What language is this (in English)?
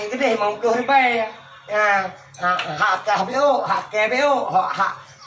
Achinese